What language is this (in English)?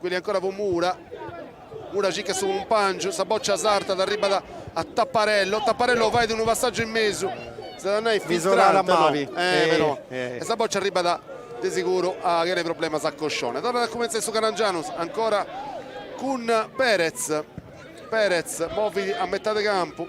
Sardinian